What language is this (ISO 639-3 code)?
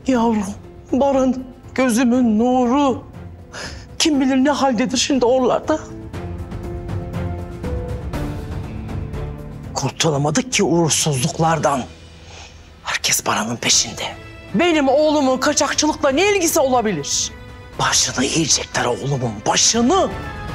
tur